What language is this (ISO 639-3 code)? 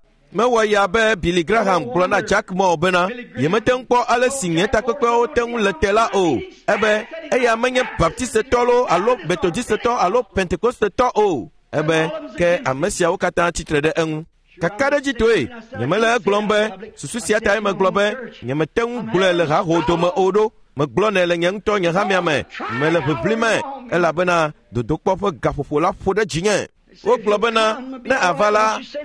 ewe